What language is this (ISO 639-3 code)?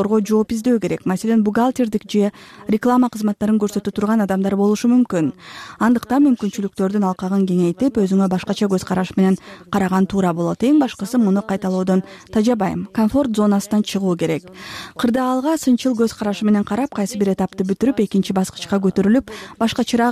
kir